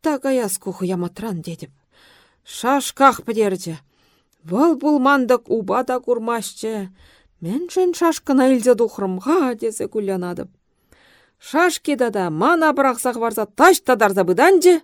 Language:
Chuvash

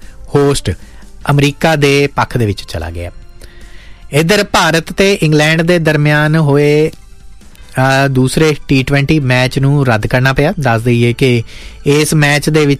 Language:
Punjabi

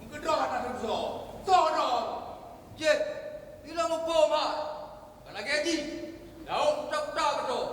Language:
Achinese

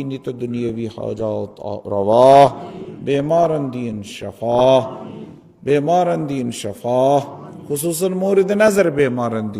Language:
Kashmiri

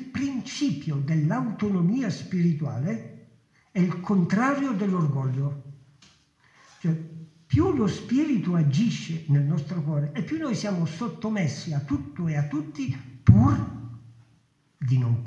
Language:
Italian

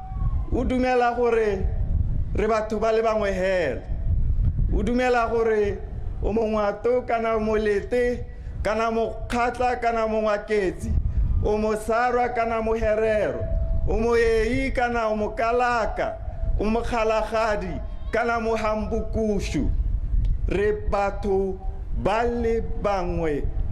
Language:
Tswana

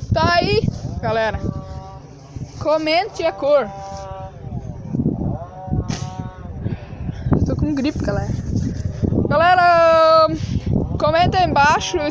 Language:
Portuguese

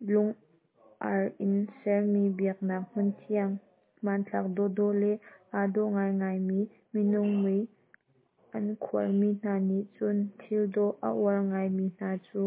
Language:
Hakha Chin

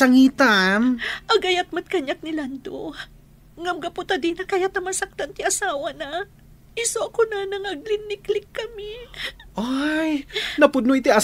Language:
Iloko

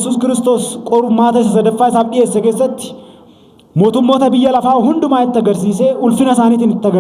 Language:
Oromo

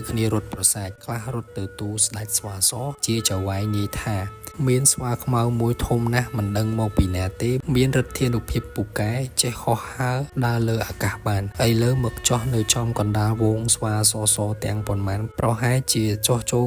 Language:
Khmer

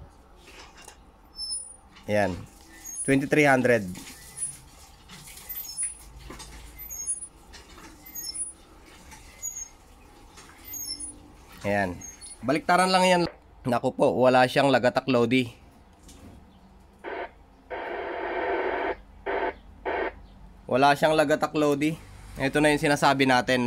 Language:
Filipino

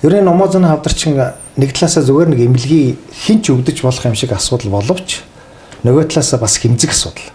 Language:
Mongolian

